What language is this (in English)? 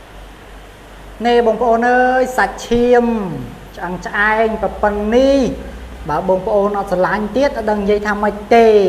Khmer